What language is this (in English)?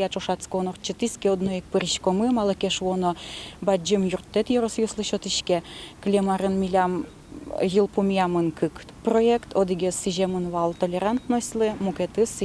Udmurt